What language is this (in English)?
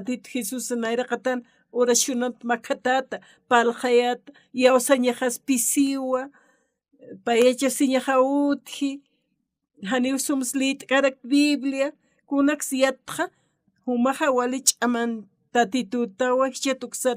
Aymara